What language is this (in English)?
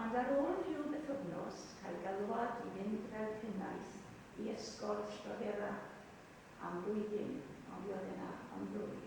Welsh